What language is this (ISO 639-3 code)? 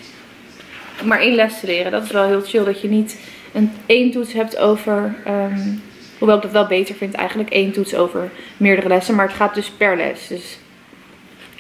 nld